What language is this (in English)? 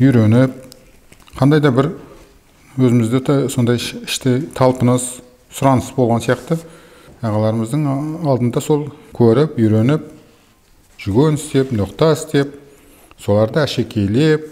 Kazakh